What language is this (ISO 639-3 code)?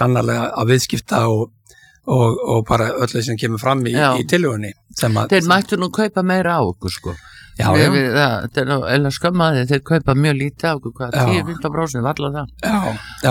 isl